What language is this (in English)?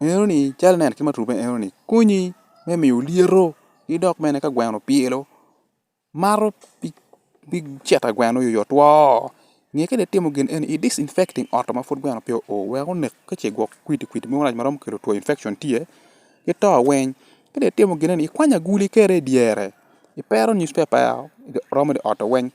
Acoli